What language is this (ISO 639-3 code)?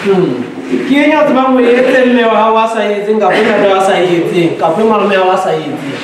sot